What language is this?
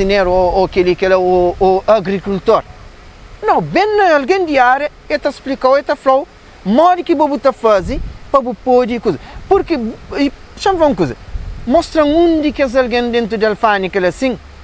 Kabuverdianu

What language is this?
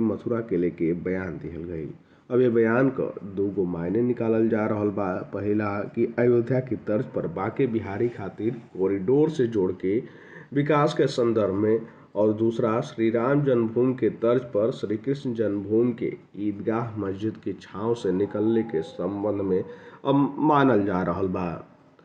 Bhojpuri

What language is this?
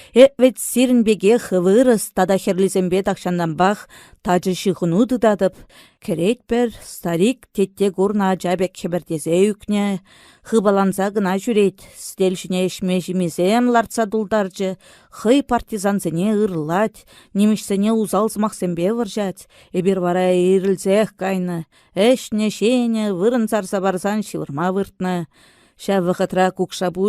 Chuvash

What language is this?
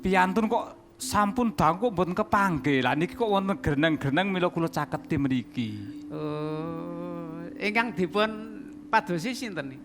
Javanese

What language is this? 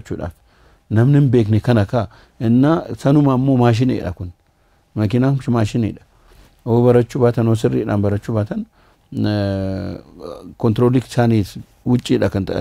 Oromo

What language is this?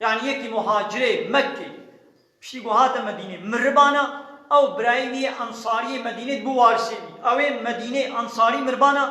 Kurdish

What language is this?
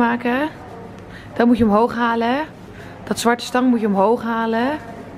Dutch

